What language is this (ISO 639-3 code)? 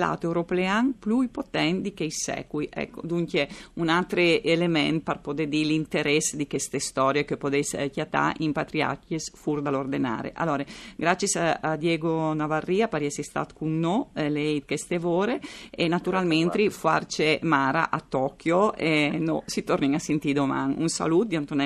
fur